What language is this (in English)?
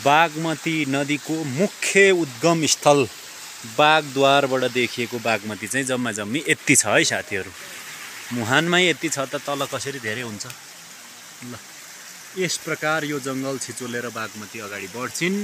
Nepali